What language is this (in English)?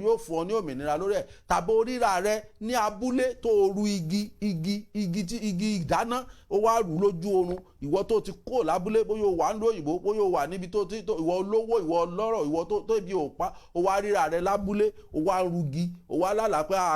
Yoruba